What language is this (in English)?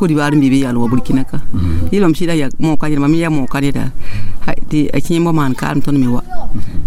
Mossi